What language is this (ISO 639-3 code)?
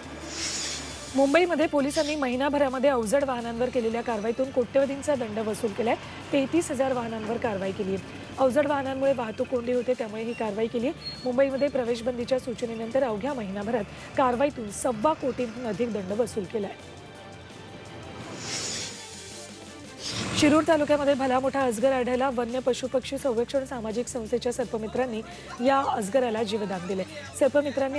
mar